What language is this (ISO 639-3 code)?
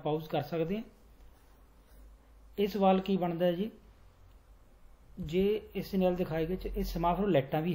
pan